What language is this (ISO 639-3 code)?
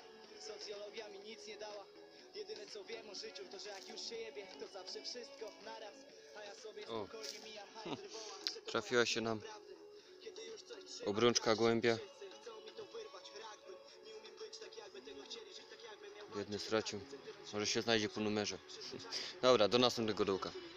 pol